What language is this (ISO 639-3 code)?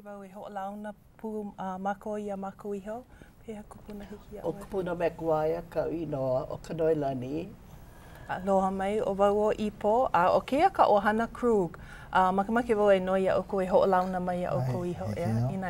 haw